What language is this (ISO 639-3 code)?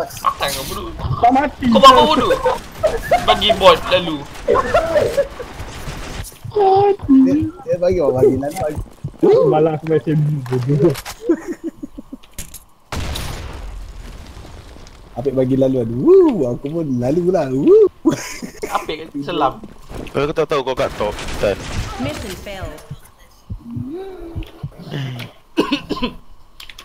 msa